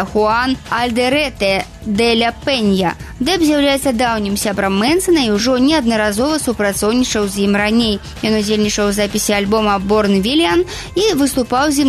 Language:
Belarusian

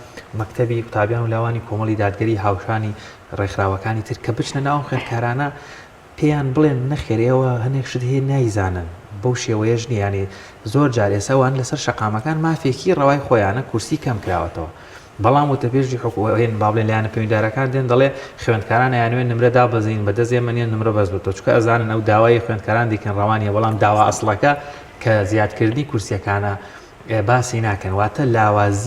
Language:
Central Kurdish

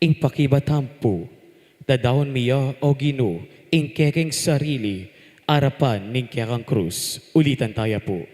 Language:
Pampanga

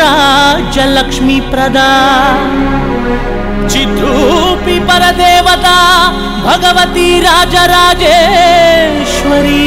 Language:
Kannada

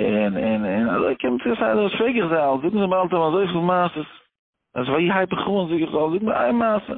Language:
Yiddish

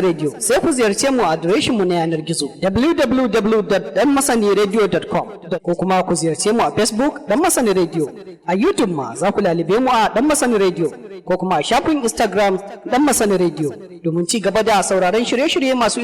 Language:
Hausa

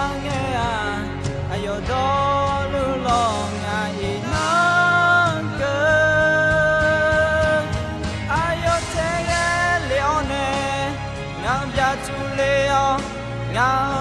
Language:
Akha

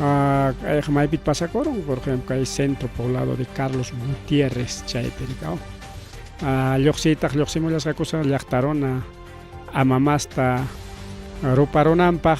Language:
Ayacucho Quechua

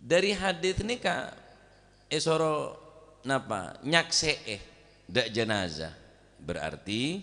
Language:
Madurese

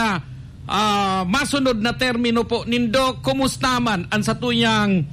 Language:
Bikol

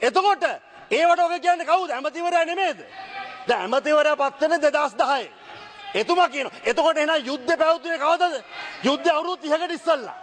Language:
Sinhala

